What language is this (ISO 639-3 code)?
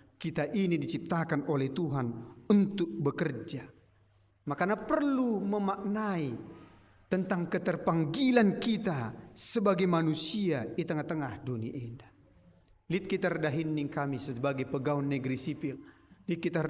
btx